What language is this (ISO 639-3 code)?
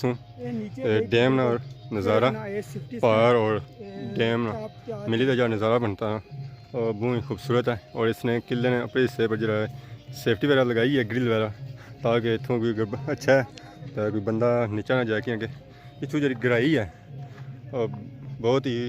phr